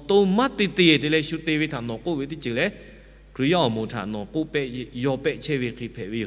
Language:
Lahu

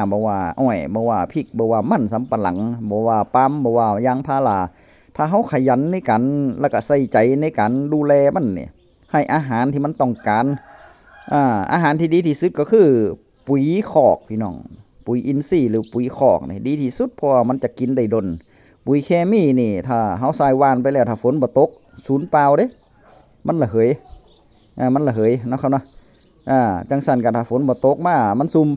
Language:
Northeastern Thai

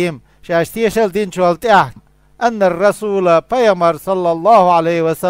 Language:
Chechen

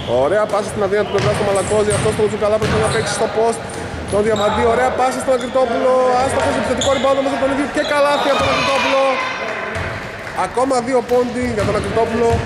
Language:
Greek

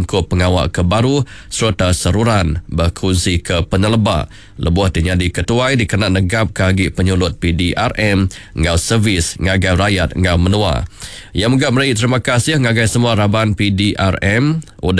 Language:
Iban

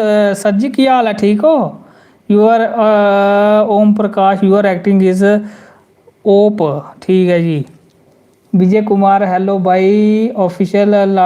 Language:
Dogri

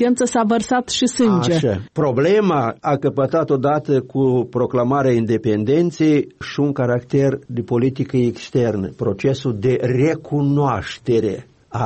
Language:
Romanian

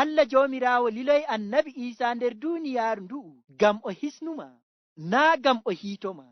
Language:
Fula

